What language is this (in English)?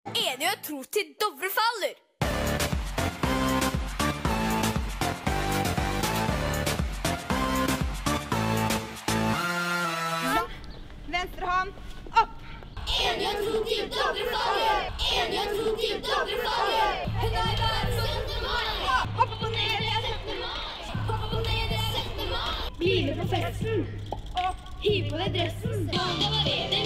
Norwegian